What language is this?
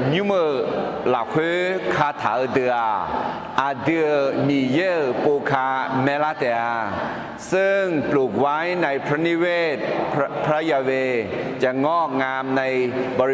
Akha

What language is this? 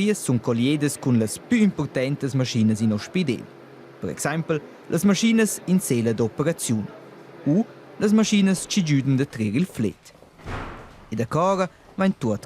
Romansh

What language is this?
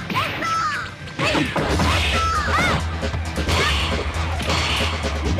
Japanese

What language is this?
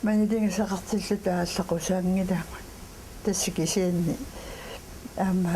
Kalaallisut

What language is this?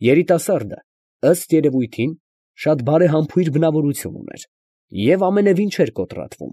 Armenian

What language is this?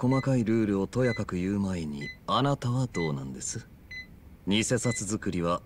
Japanese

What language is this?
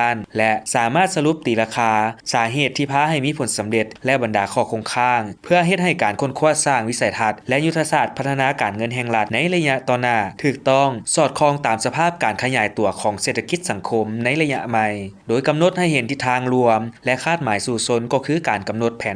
Lao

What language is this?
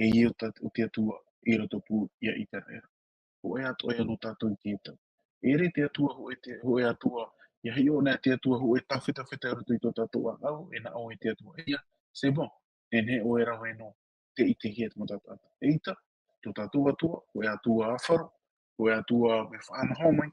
Tahitian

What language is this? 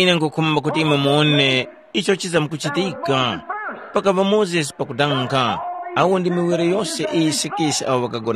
Tumbuka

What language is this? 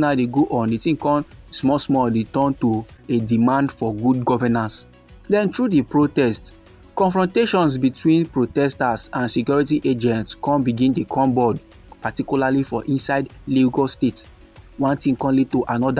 Nigerian Pidgin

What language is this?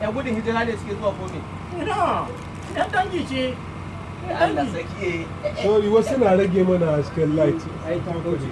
Hausa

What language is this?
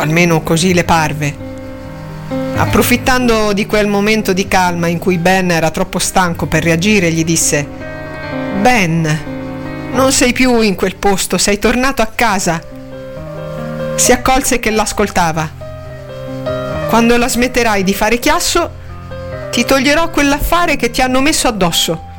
Italian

